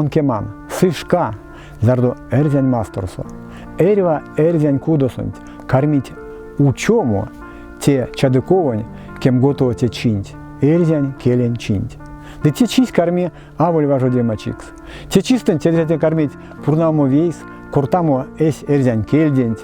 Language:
Erzya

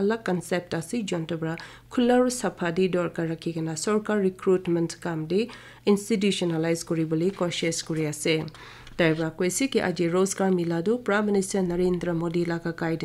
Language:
Naga Pidgin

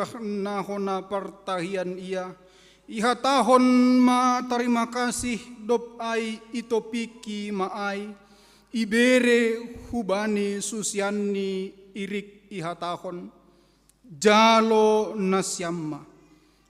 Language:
Batak Simalungun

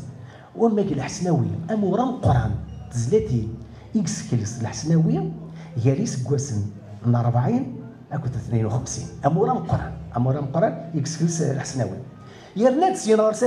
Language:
Kabyle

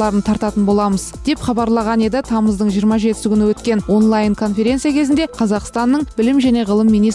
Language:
Kazakh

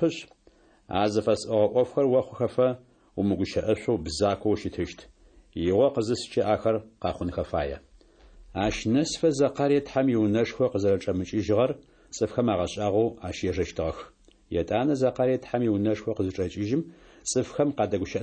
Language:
Adyghe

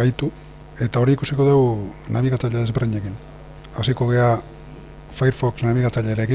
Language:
Basque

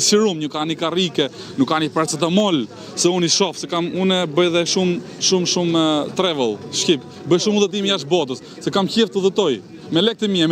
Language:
Albanian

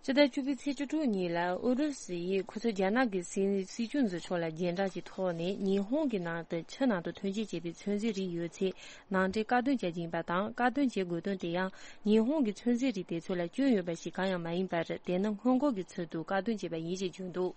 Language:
Tibetan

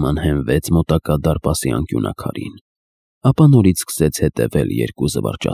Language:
Armenian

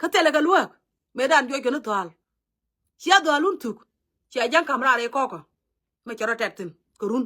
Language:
Nuer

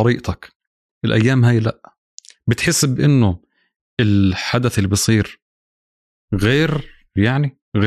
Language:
North Levantine Arabic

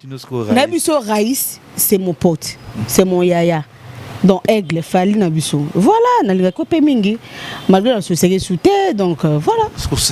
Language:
Lingala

